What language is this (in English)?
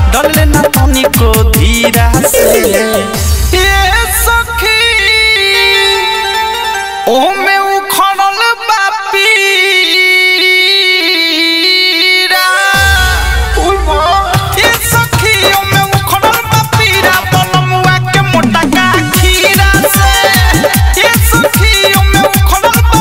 Bhojpuri